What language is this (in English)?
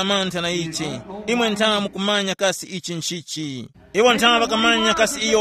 Tumbuka